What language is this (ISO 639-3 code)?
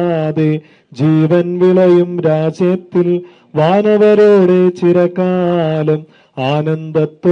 mal